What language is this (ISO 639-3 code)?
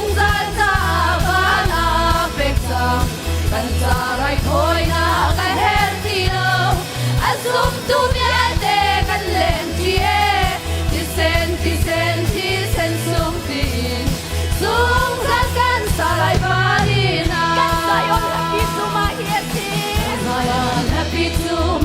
cnh